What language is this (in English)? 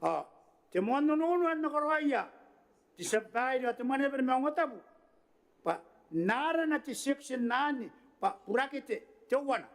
Gilbertese